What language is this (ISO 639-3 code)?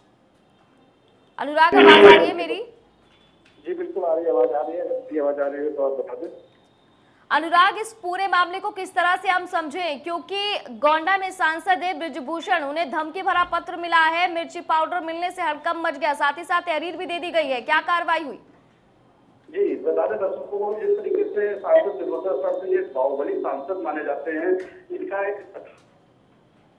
hin